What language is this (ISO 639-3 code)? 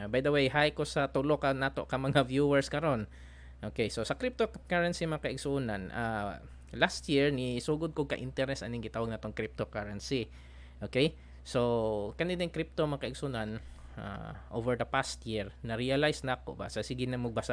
ceb